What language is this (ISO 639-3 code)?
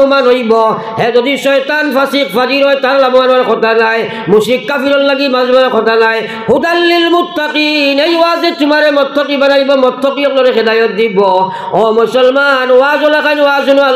syl